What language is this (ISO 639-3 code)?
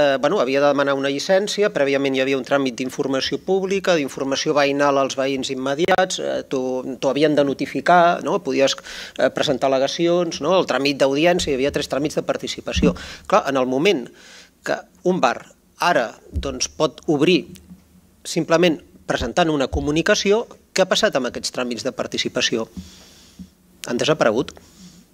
cat